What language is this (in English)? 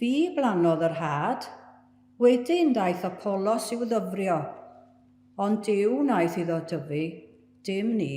Welsh